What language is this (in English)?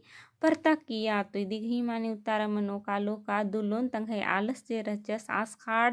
Kurukh